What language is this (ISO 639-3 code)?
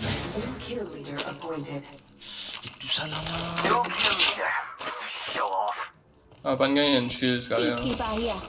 mfe